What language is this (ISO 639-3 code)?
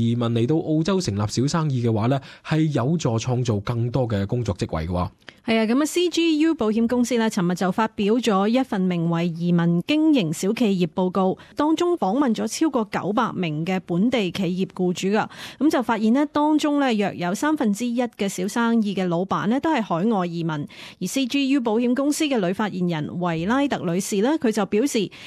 yue